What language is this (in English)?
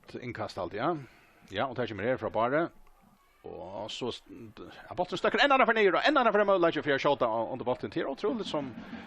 Faroese